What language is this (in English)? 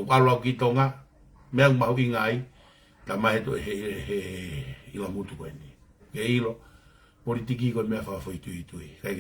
Tongan